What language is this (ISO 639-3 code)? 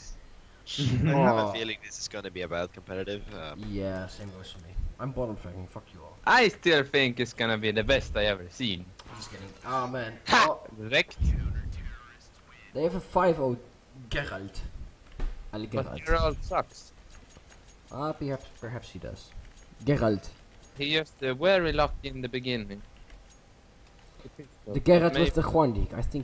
eng